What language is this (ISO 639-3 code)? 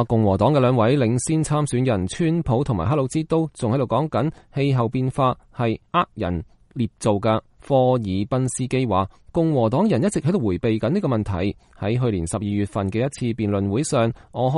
yue